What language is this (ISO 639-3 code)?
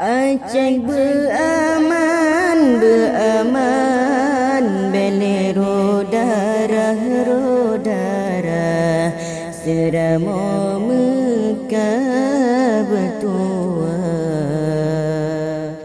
ace